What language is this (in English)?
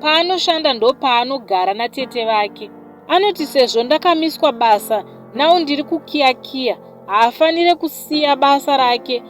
Shona